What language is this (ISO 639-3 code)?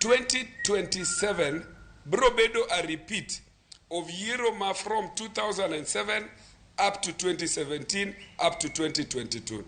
luo